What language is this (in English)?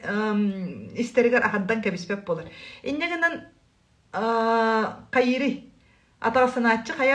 Yakut